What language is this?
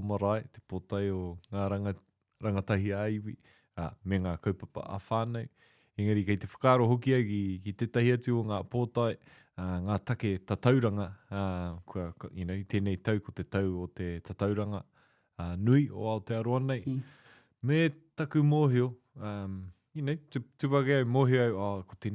Māori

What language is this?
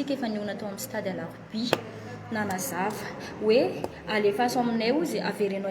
Malagasy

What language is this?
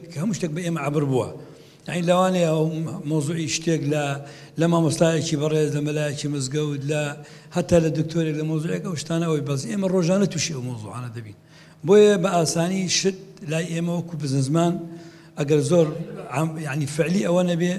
Central Kurdish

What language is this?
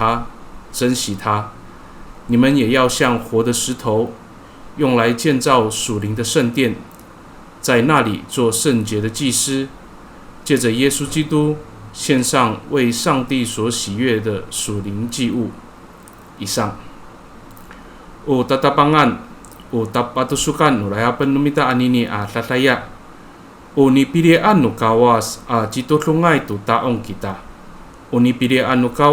Amis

